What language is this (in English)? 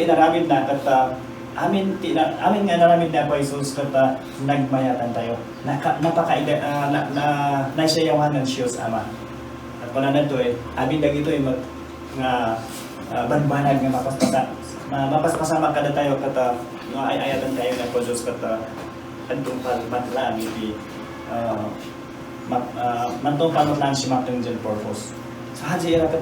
Iloko